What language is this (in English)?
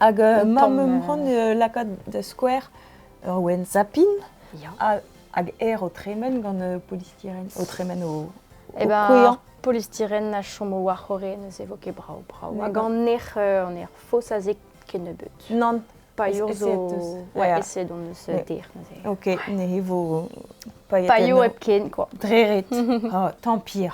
Breton